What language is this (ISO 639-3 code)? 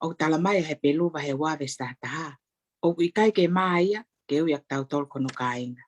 ton